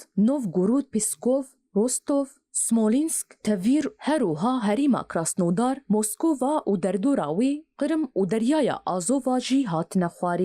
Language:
Kurdish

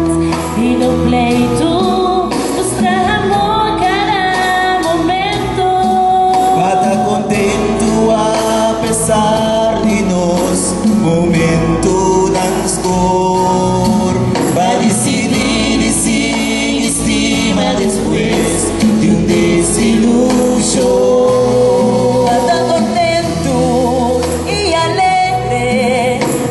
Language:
Papiamento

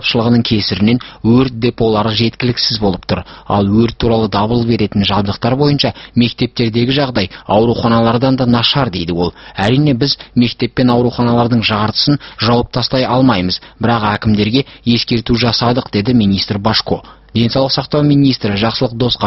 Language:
Kazakh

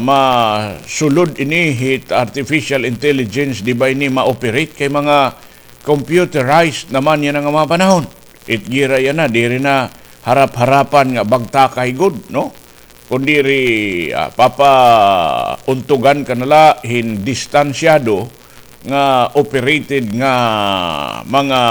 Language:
Waray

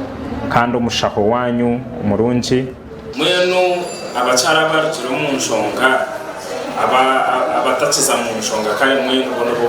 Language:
Nyankole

